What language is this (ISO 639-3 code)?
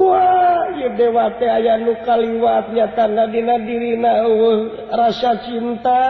sun